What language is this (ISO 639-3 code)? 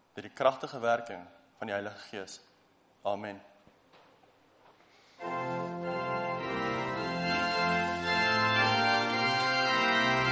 afr